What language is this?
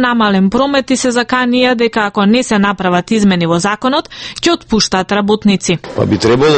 Macedonian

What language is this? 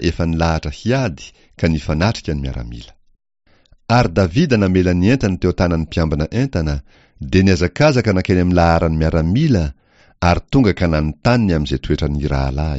Malagasy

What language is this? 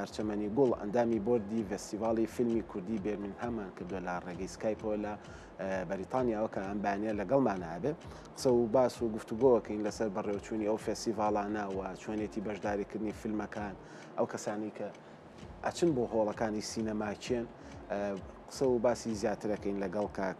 Central Kurdish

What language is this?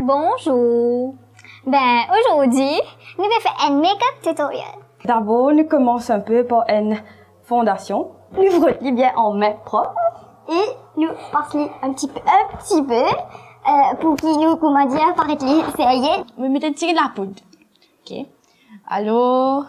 Morisyen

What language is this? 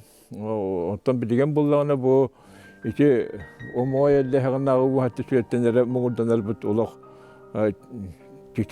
Yakut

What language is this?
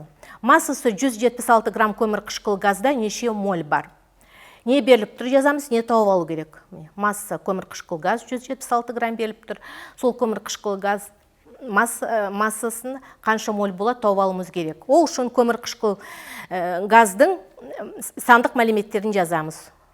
Kazakh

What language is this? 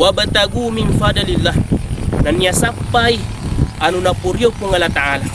Buginese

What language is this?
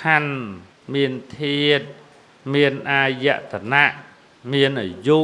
Khmer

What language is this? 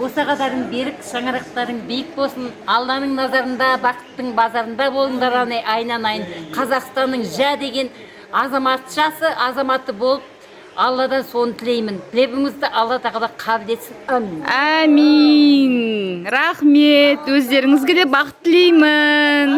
Kazakh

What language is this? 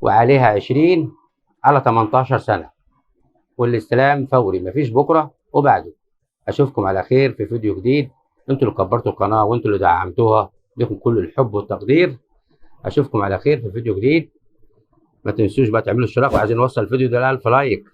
Egyptian Arabic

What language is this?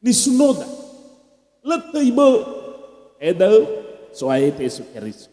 Nias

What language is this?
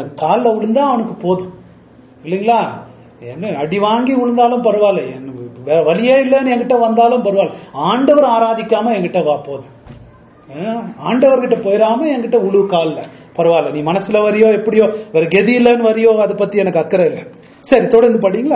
Tamil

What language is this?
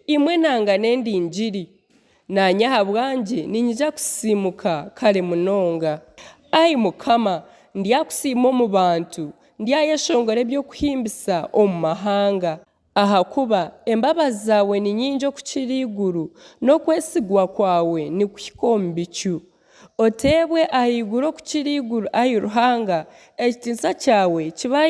Nyankole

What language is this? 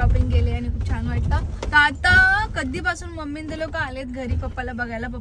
Marathi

